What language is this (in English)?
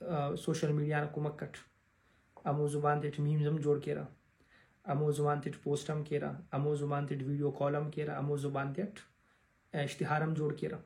Brahui